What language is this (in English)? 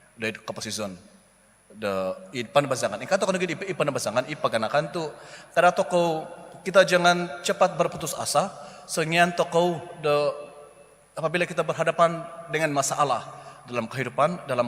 Central Dusun